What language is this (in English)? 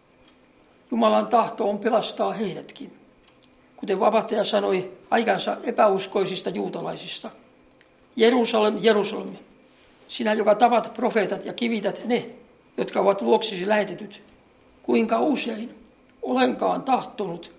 Finnish